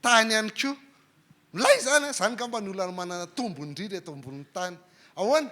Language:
Malagasy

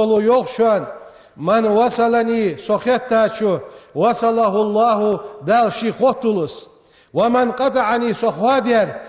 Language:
Ingush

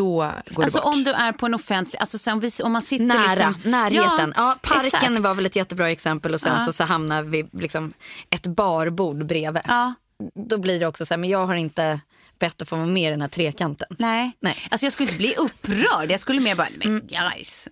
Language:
Swedish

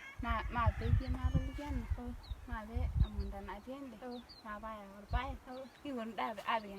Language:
Masai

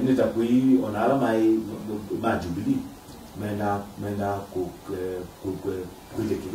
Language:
Kamba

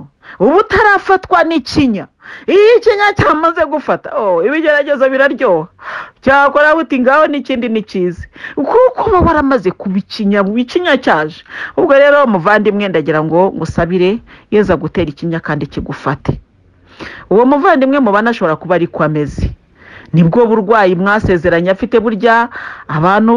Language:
Kinyarwanda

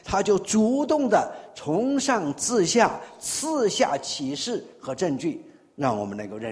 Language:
Chinese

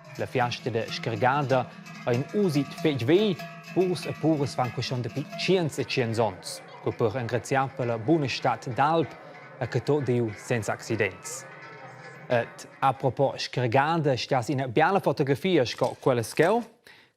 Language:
Romansh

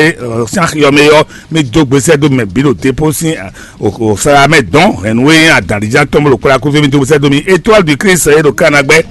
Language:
Fon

